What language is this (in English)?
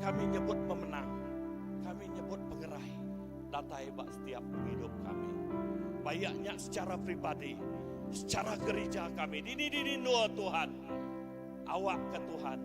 Iban